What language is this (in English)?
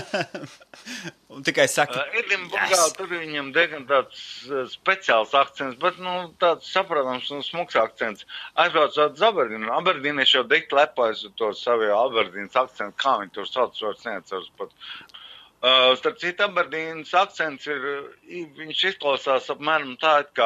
Latvian